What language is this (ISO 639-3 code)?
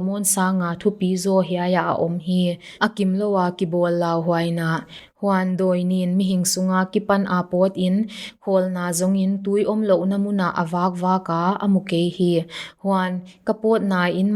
pck